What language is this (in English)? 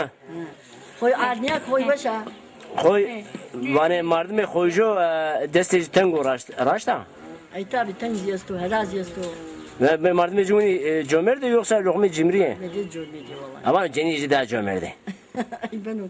Zaza